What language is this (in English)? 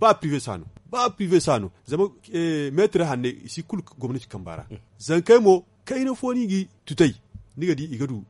Zarma